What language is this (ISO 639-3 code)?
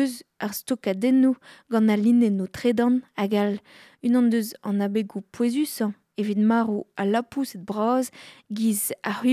bre